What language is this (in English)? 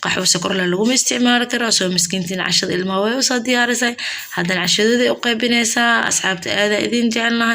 Somali